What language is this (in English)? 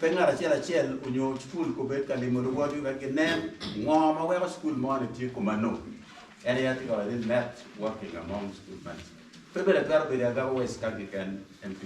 Acoli